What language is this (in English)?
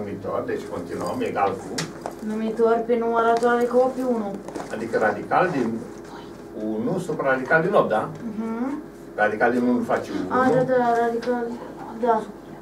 Romanian